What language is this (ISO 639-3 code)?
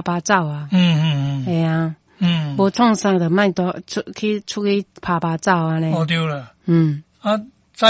nan